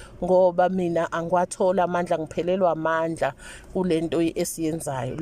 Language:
Zulu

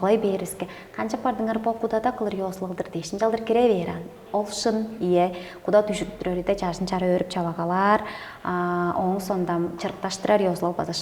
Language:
Tuvinian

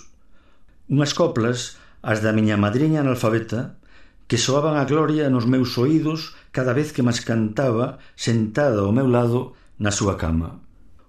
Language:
Galician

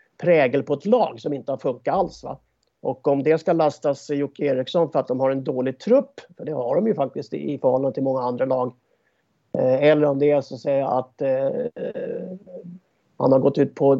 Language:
Swedish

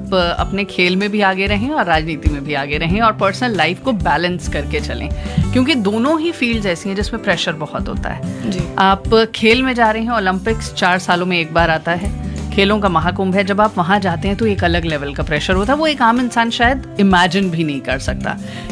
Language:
Hindi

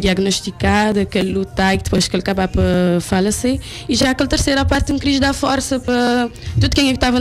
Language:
Kabuverdianu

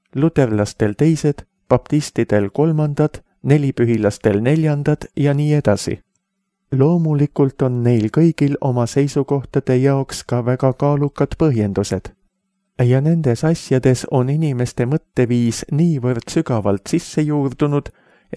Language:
Estonian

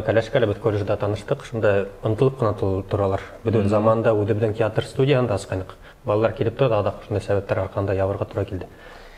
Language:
Bashkir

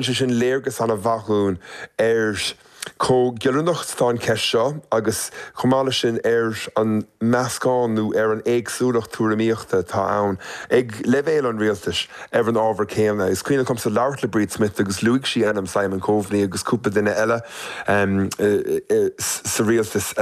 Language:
Irish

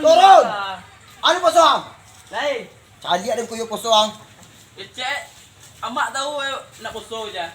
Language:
Minangkabau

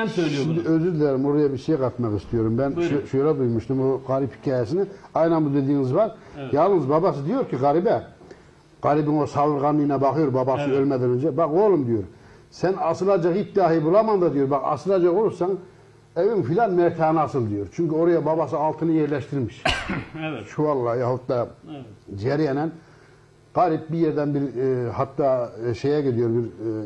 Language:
Turkish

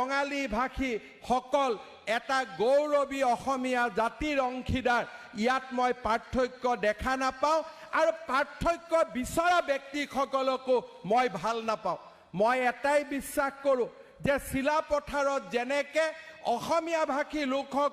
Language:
Assamese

